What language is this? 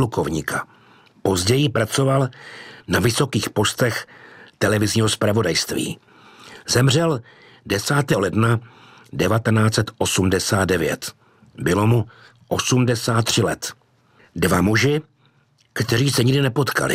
Czech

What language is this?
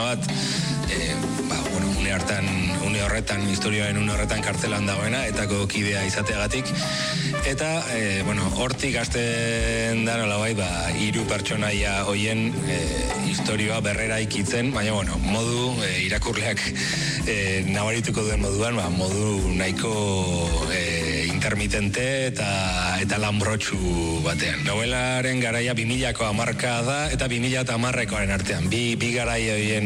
Basque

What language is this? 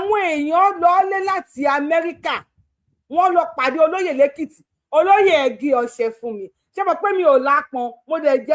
Yoruba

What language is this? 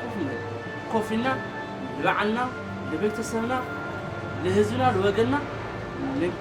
Tigrinya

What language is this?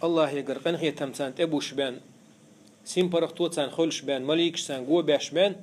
Chechen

